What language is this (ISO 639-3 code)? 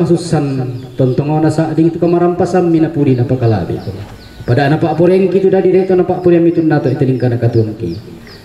sda